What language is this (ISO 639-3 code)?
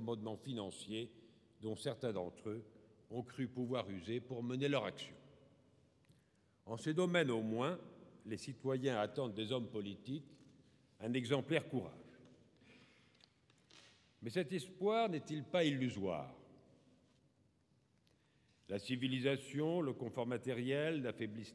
fra